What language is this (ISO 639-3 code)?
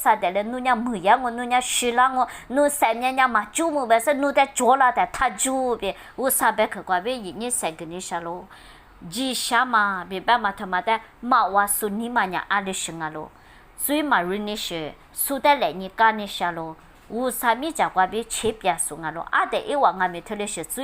lis